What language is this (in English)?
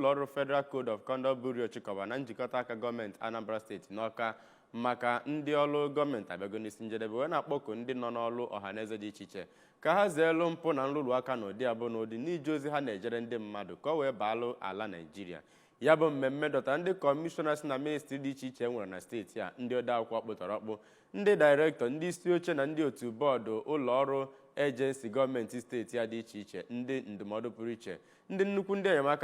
Igbo